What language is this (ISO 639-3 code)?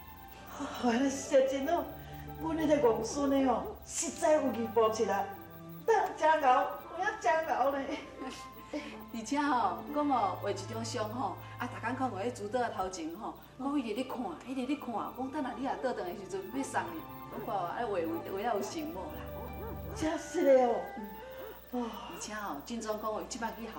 nan